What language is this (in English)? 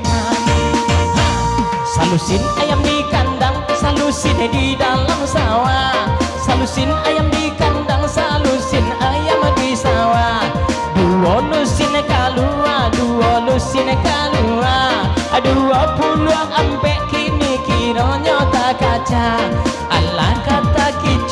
Minangkabau